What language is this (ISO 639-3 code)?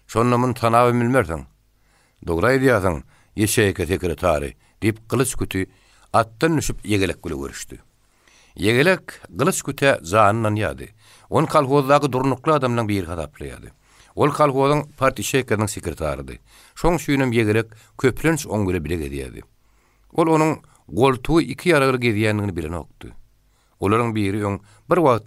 tuk